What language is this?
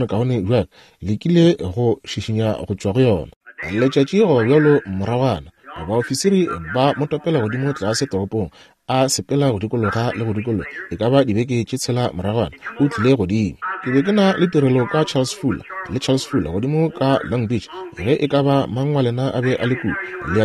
Northern Sotho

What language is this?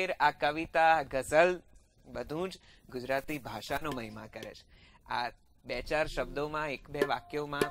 Gujarati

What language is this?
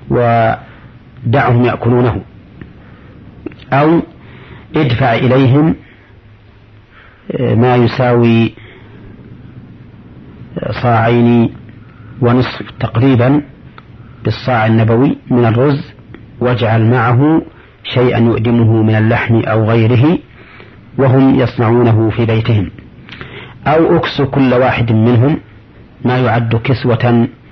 Arabic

